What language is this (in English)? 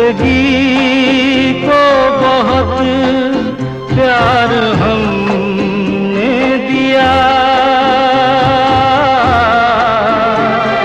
Hindi